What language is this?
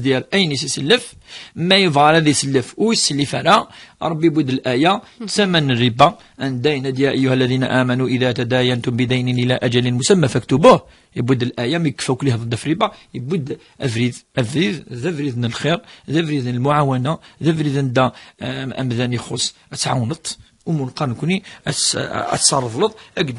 Kabyle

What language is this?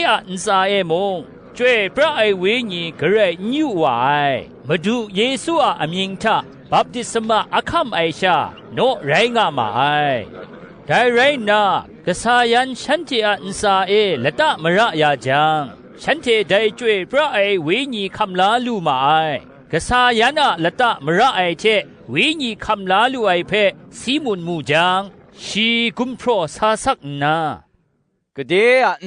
Kachin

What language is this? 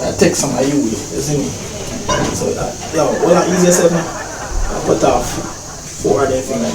Jamaican Creole English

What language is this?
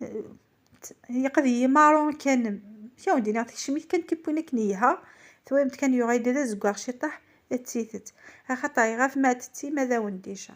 Kabyle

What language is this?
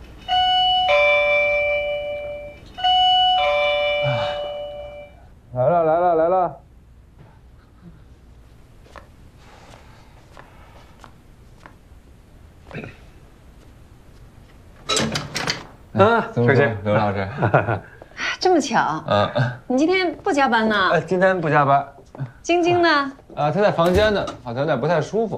Chinese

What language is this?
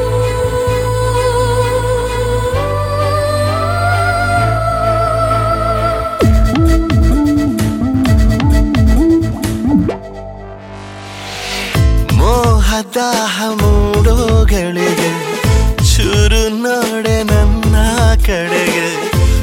Kannada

